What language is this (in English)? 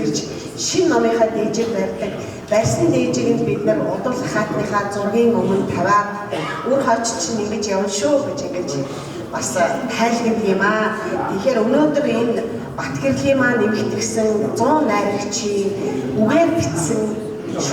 Mongolian